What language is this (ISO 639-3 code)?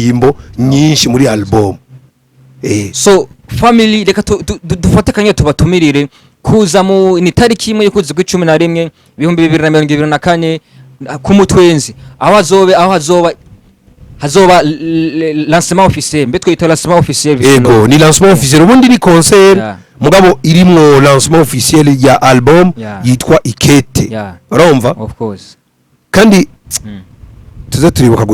run